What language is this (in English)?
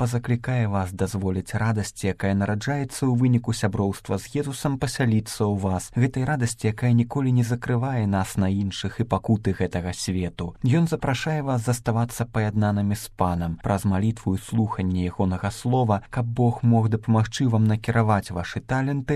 Belarusian